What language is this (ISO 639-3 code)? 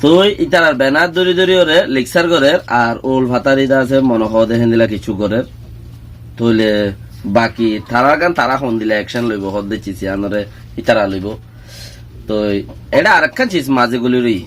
rhg